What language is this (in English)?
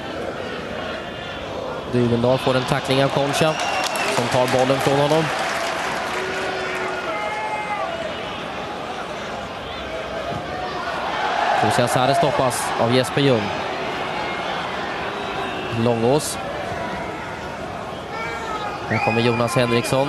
Swedish